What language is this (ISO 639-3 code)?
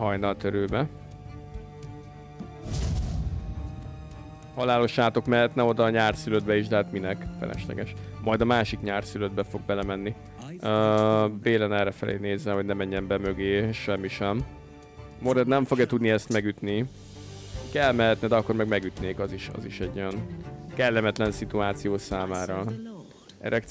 hun